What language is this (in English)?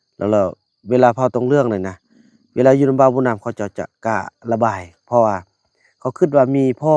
Lao